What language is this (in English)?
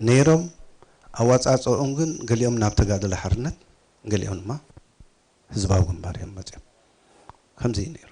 Tigrinya